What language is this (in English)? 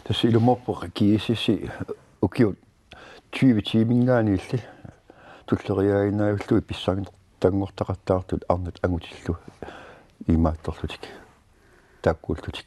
Kalaallisut